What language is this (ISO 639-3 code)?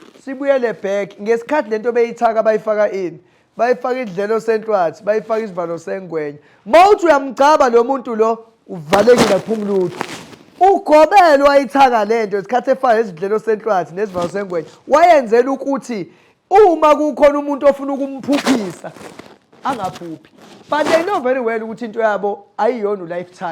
zul